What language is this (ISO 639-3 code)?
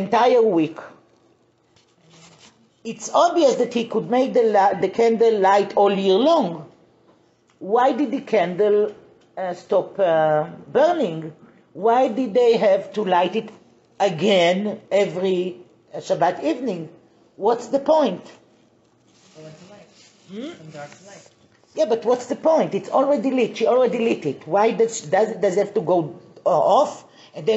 eng